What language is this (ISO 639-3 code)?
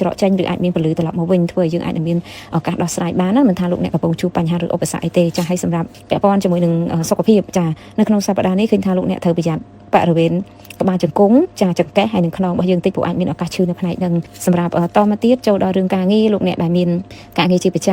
khm